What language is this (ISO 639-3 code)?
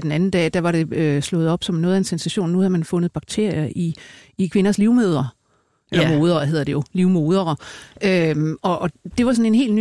dan